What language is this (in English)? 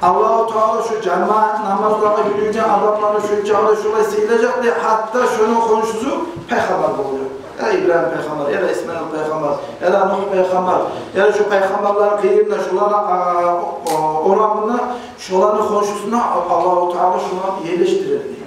Kumyk